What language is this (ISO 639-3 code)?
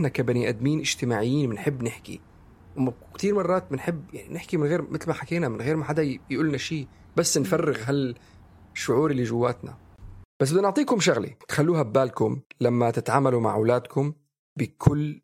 apc